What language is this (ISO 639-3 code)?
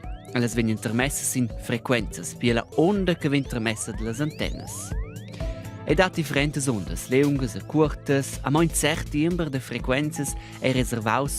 roh